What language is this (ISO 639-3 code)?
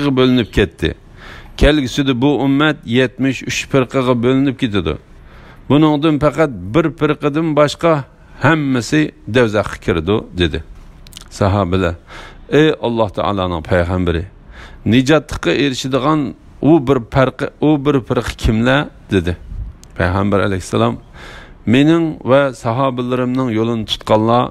uig